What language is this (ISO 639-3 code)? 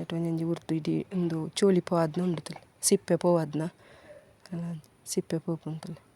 tcy